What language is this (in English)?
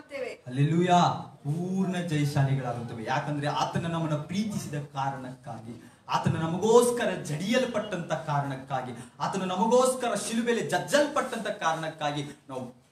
Kannada